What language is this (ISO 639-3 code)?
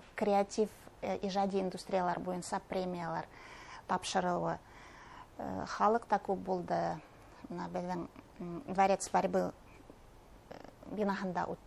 bak